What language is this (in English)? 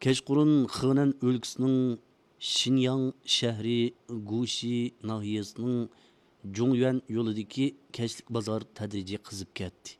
Uyghur